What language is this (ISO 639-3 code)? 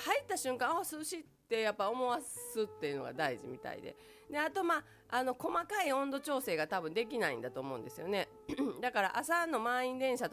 jpn